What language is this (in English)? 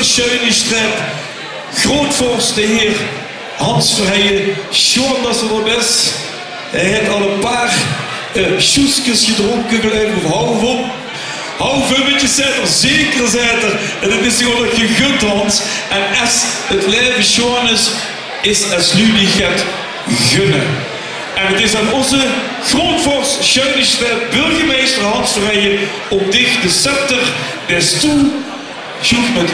Limburgish